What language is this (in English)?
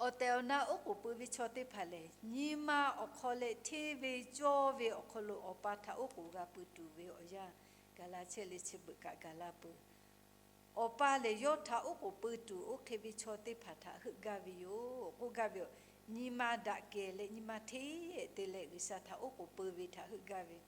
Lahu